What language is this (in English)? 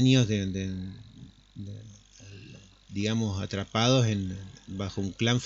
Spanish